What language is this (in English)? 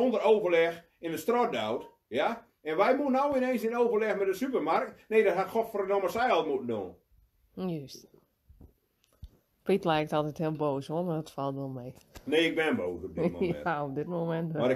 Dutch